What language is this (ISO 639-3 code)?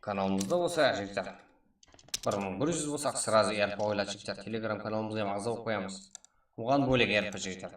kaa